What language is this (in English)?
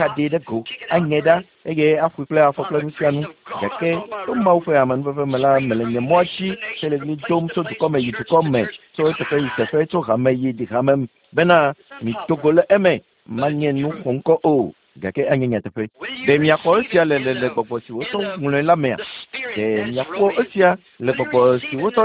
Ewe